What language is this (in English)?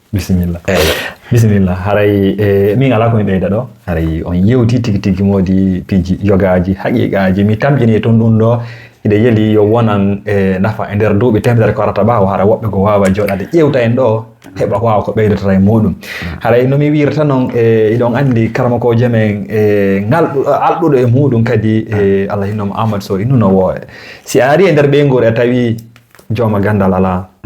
Fula